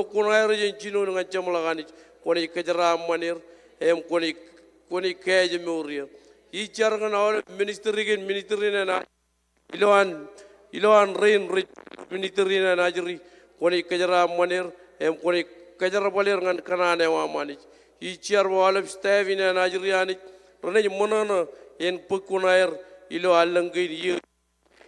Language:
Marshallese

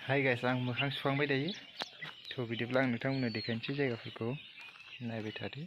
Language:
Bodo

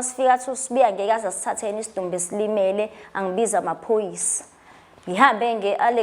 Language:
Zulu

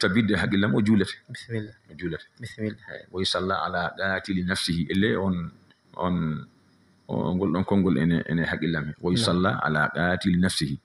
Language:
Fula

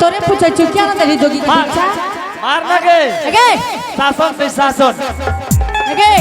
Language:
Angika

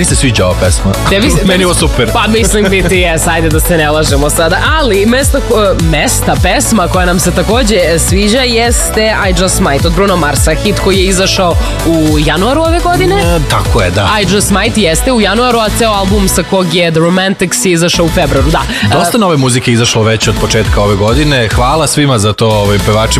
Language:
Serbian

